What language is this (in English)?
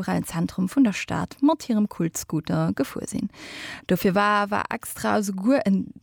Luxembourgish